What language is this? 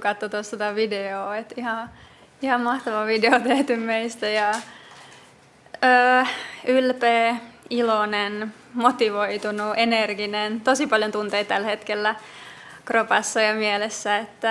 Finnish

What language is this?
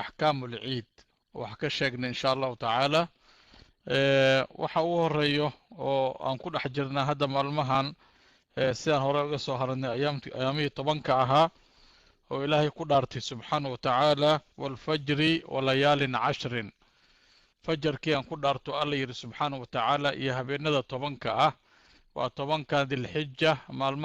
Somali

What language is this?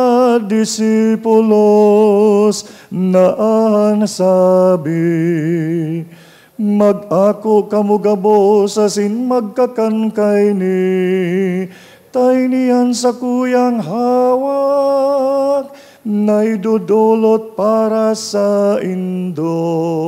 Bikol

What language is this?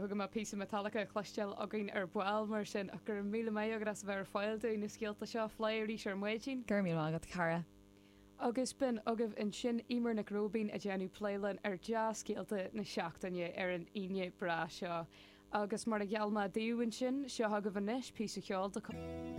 Irish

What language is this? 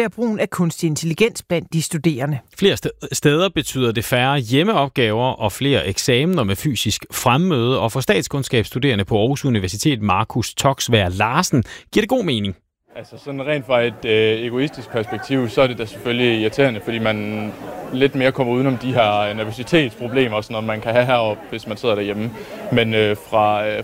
Danish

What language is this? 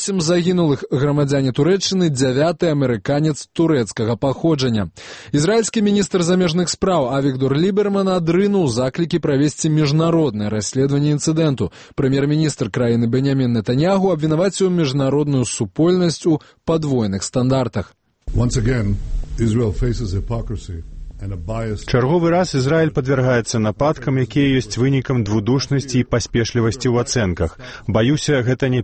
Belarusian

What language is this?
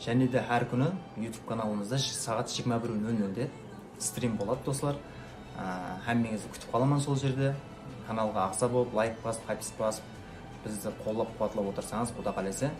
Kara-Kalpak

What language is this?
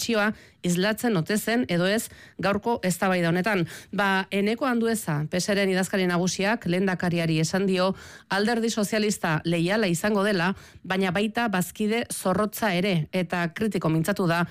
Basque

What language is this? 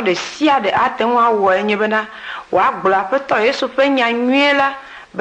Ewe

